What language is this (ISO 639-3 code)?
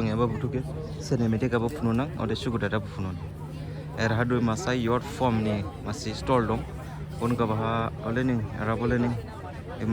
dis